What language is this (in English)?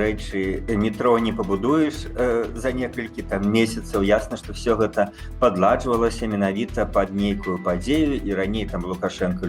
Belarusian